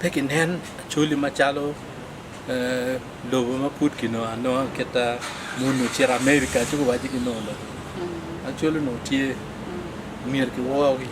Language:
Acoli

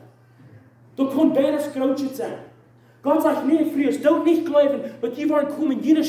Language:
Plautdietsch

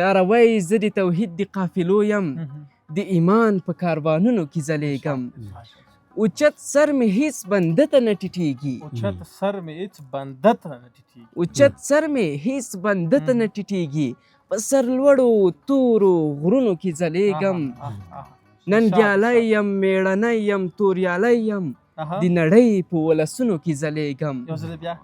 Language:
Pashto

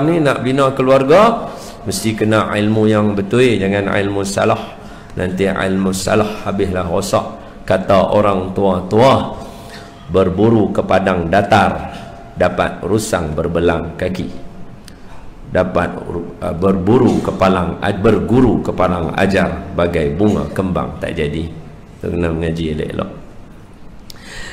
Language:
Malay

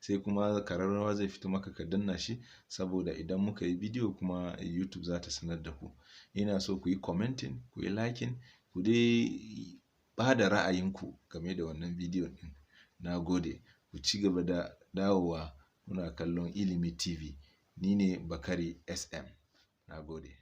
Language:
Hausa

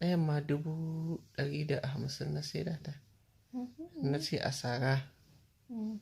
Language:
Hausa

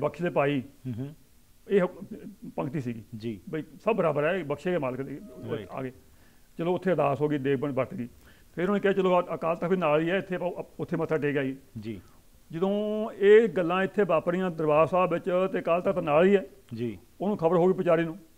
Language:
Punjabi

